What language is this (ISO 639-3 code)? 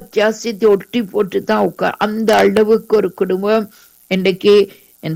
tam